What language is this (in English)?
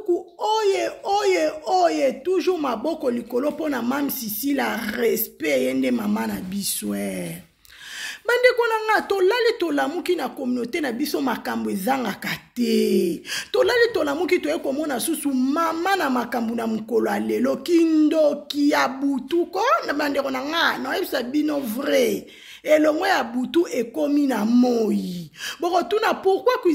Lingala